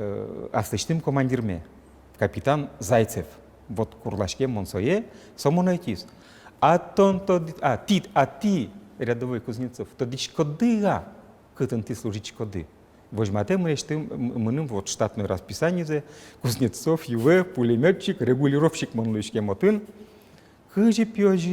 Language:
Udmurt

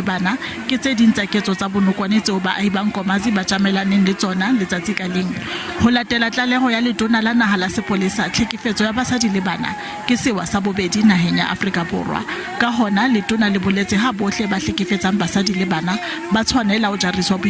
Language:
Southern Sotho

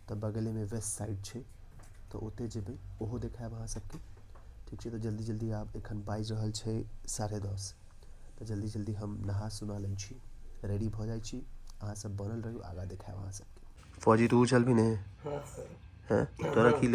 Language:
Maithili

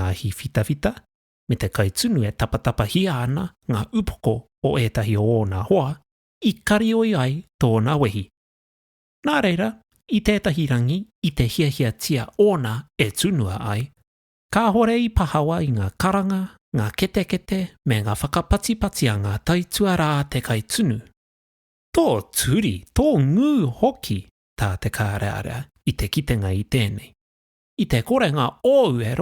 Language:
Māori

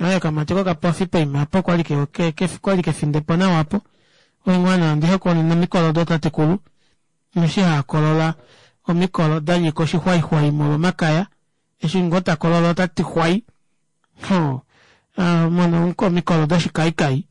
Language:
Kuanyama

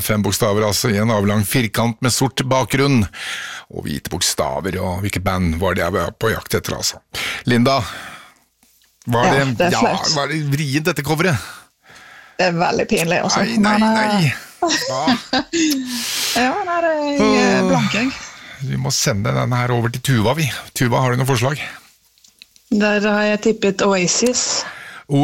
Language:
Norwegian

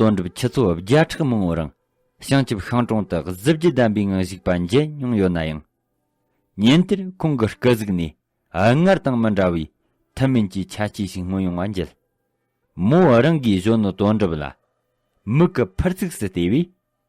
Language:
Tibetan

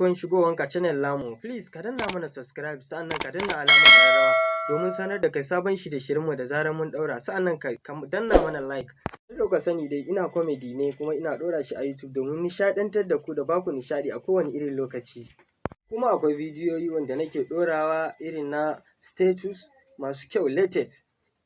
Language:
Hausa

